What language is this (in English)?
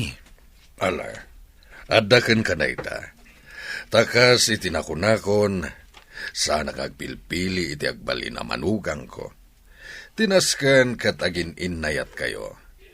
Iloko